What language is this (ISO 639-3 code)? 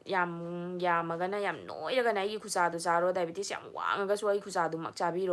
mni